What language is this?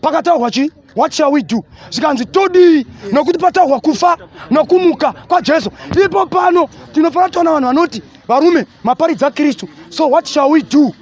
Shona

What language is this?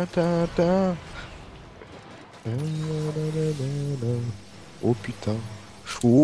French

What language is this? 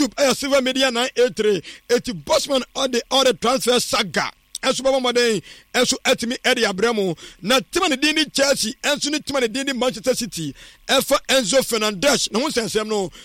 Akan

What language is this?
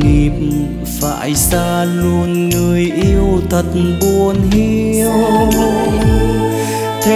Vietnamese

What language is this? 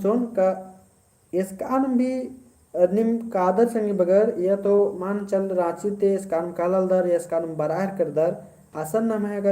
Kurukh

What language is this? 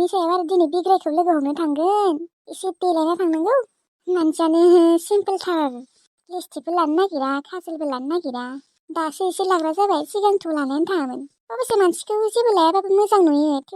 Bodo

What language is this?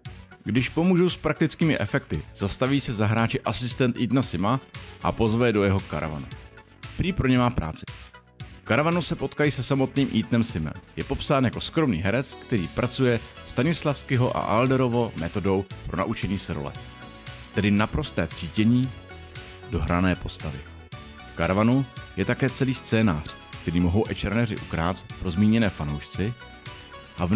Czech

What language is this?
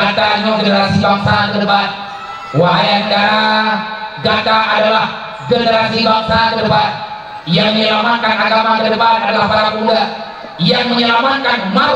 Achinese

